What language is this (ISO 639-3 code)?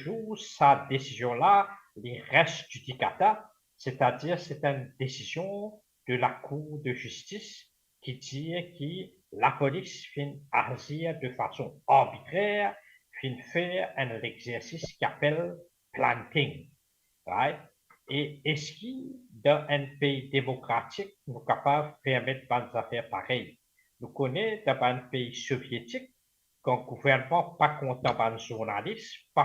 mfe